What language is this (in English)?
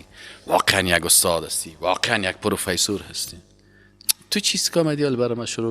Persian